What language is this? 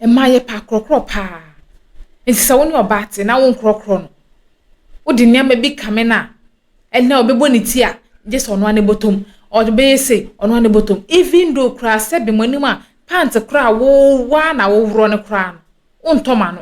Akan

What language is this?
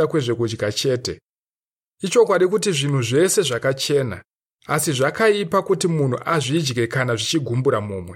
Shona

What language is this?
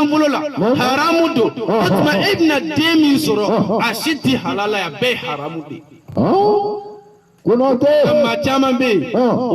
Bambara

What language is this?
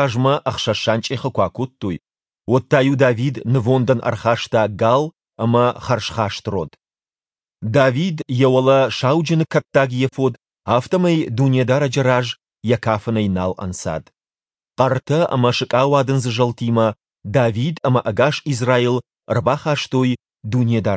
Ossetic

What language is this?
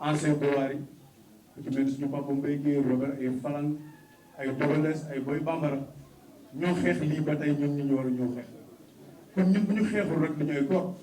Wolof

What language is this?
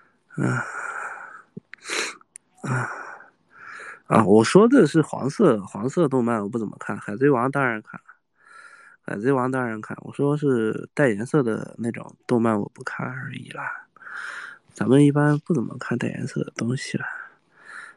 Chinese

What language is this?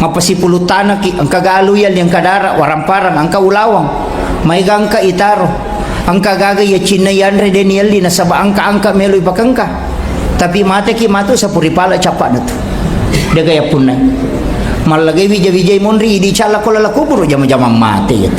Buginese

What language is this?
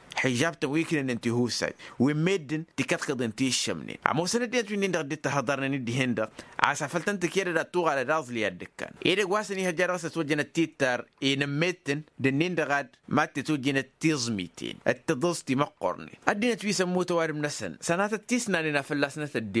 Tamasheq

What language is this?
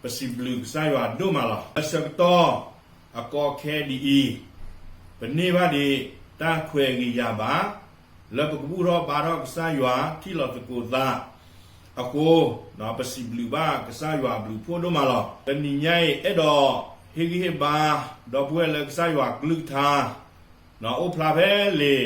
S'gaw Karen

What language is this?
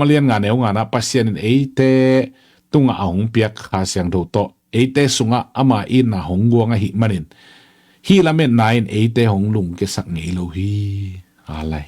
Tedim Chin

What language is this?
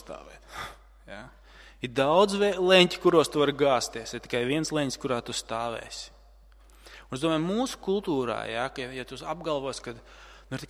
Latvian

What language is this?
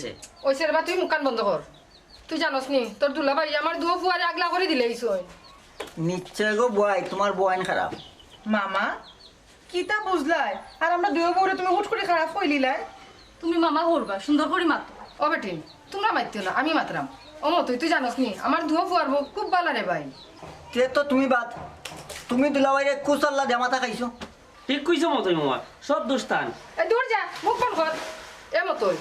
Sylheti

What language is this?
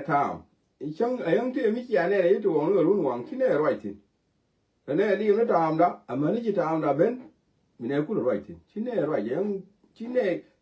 Nuer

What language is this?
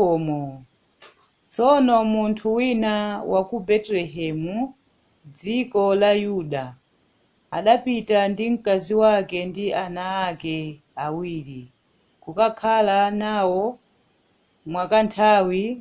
Nyanja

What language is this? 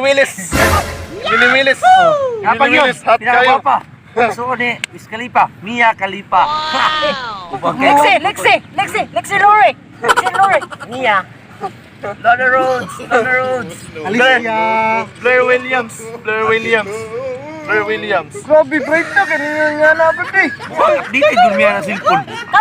Cebuano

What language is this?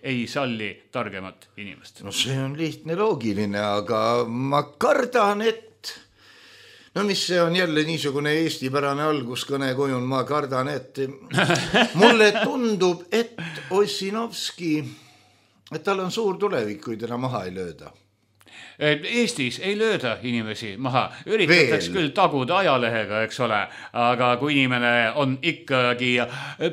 Estonian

